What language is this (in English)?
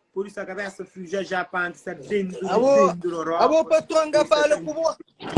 Kabuverdianu